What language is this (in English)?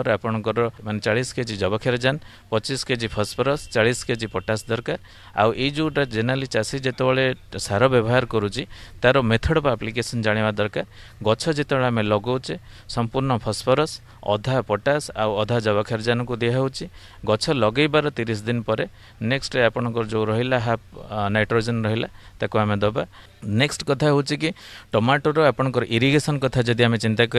Odia